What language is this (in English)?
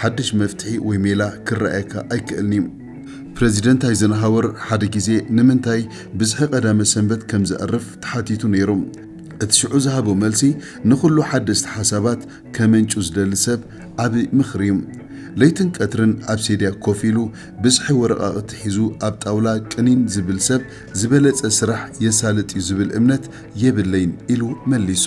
Tigrinya